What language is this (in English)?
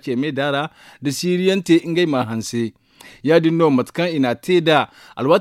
Zarma